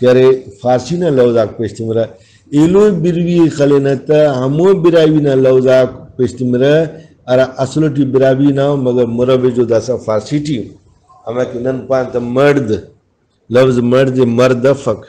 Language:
Brahui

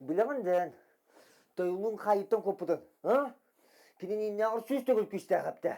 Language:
Yakut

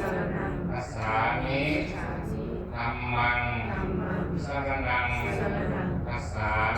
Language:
Pali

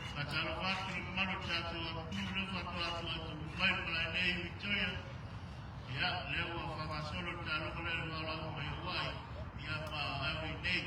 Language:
Samoan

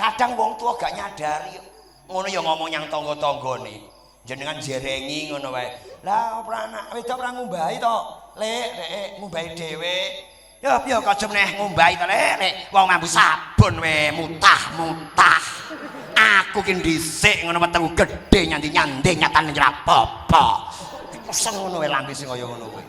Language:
Javanese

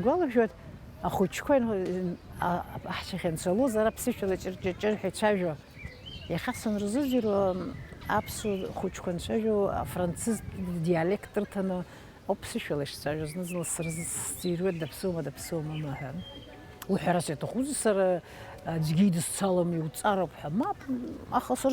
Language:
Abkhazian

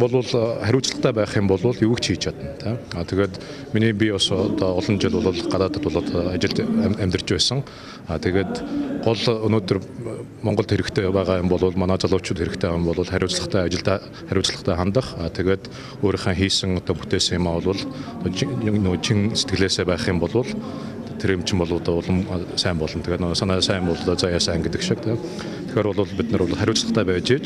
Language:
Mongolian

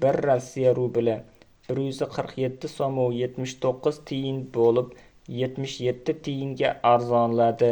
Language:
Uzbek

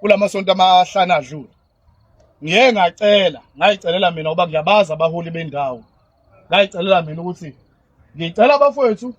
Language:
Zulu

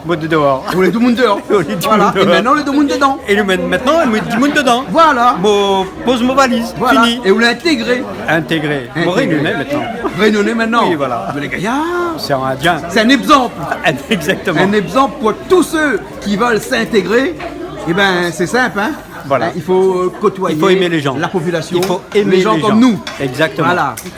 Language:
Réunion Creole French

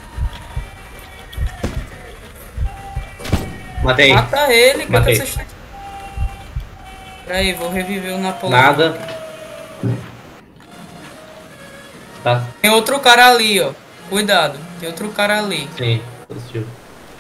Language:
Portuguese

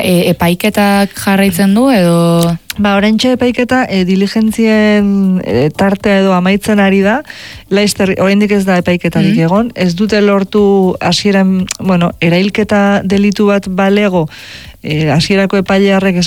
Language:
Basque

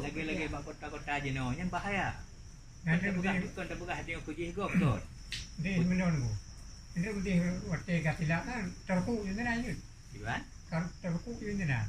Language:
Achinese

